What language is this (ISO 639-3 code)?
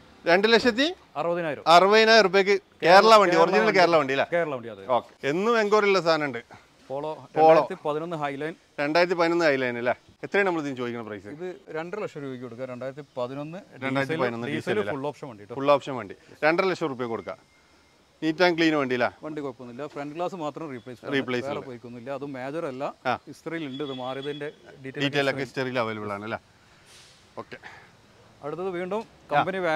mal